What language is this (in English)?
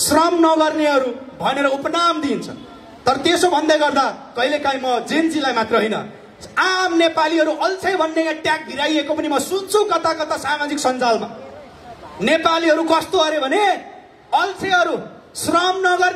Nepali